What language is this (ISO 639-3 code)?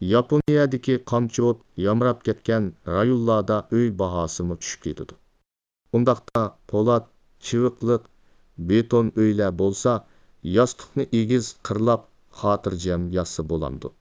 uig